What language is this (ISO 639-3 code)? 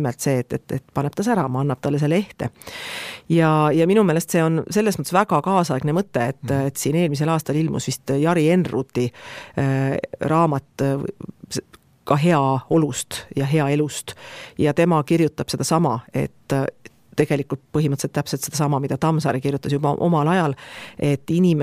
est